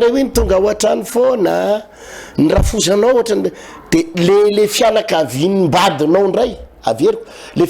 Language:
Malagasy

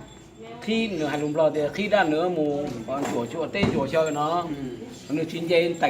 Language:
Hmong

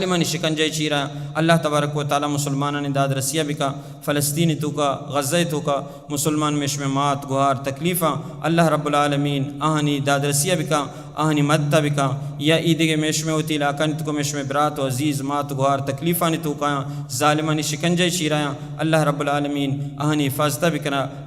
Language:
Baluchi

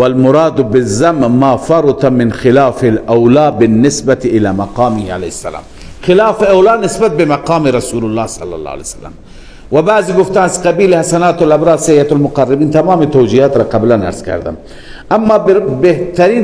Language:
Persian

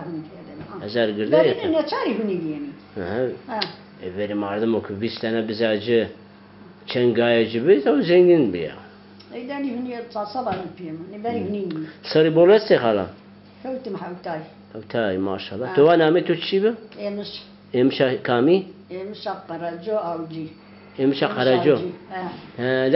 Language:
Zaza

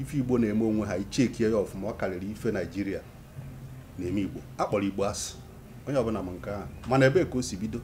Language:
Igbo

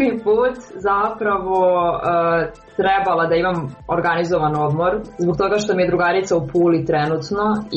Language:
Serbian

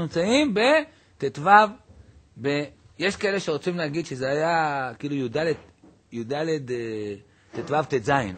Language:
Hebrew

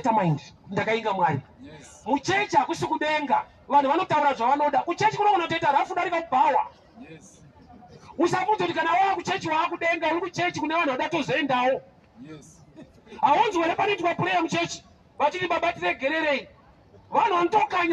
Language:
Shona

